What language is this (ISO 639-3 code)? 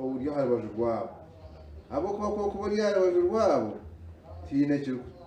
nyn